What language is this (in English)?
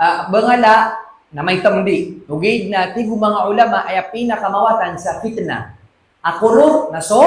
Maranao